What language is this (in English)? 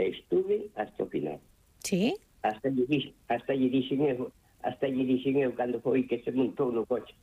Galician